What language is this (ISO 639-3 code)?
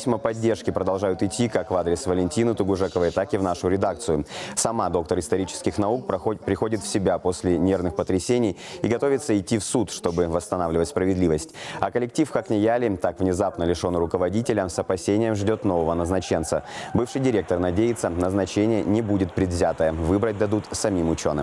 kjh